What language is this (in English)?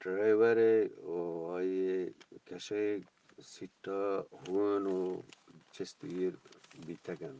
Eastern Balochi